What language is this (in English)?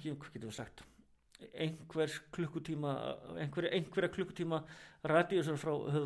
Icelandic